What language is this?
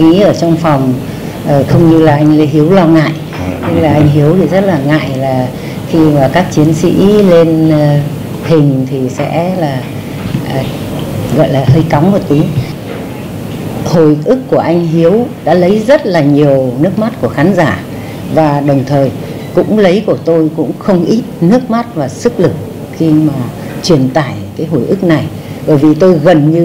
Vietnamese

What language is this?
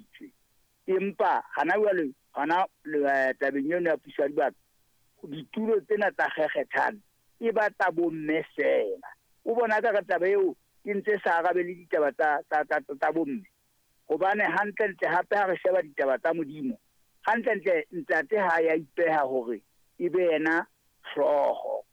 Southern Sotho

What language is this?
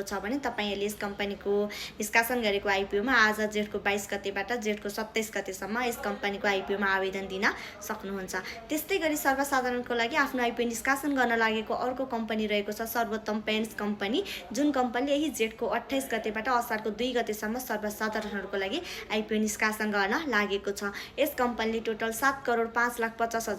Nepali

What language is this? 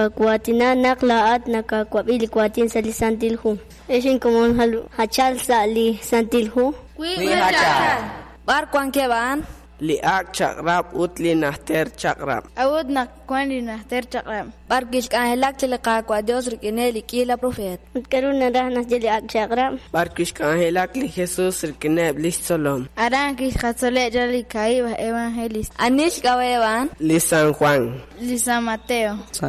Kekchí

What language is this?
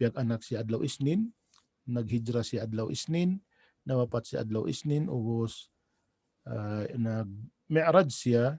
Tausug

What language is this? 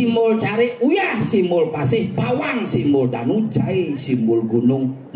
Balinese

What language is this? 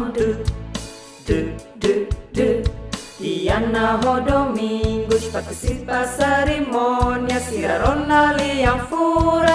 Tetum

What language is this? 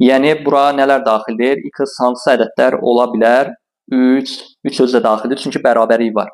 Azerbaijani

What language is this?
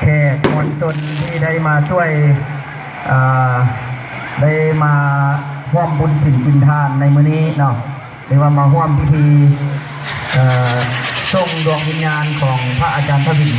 Lao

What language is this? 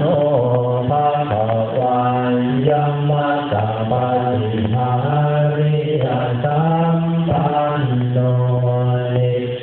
Pali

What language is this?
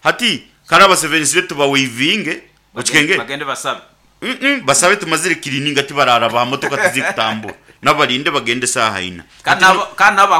Nyoro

